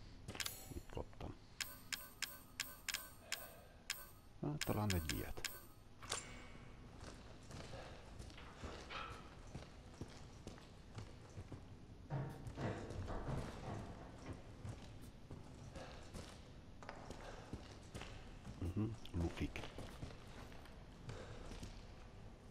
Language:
Hungarian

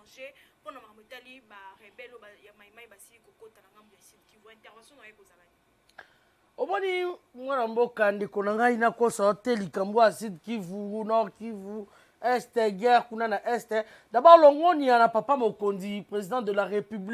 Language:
Lingala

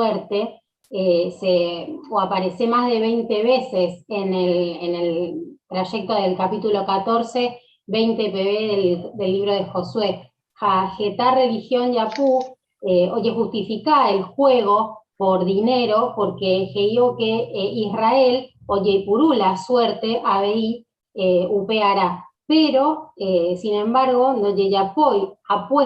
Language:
Guarani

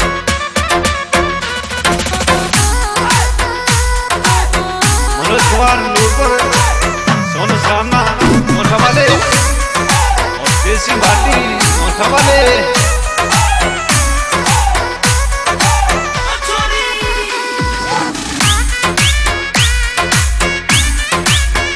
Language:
Hindi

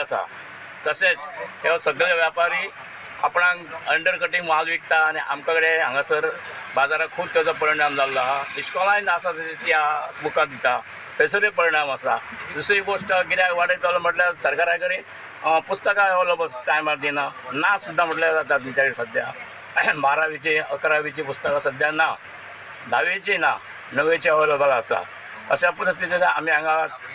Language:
Konkani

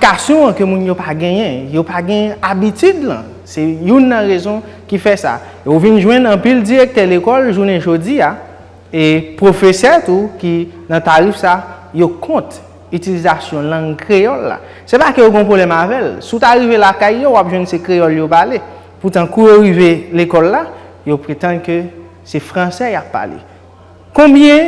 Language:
Haitian Creole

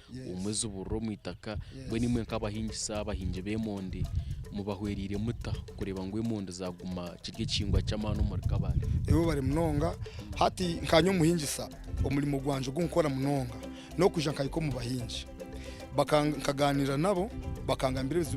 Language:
Nyankole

